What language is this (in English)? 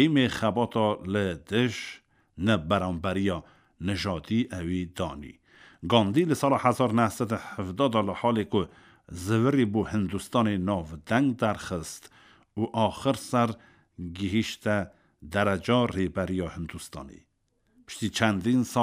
Kurdish